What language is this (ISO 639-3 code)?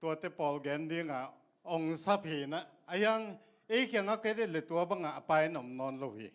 ctd